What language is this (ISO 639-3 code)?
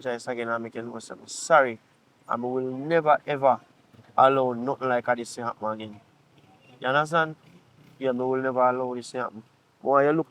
jam